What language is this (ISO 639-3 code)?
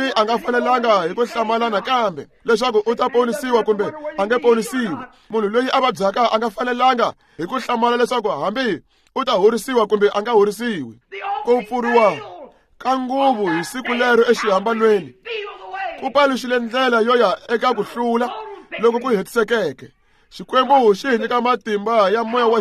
tso